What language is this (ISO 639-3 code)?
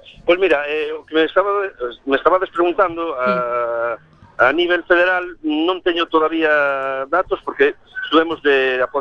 glg